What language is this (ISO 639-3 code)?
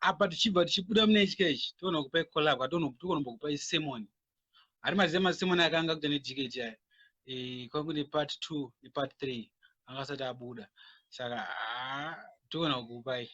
sna